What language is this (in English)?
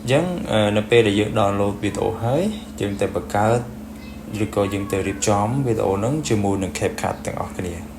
Khmer